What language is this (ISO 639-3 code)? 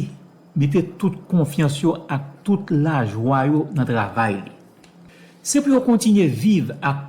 hat